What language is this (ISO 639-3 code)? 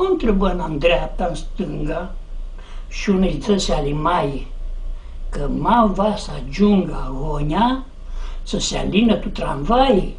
rup